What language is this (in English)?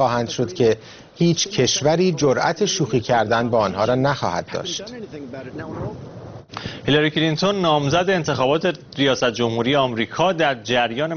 Persian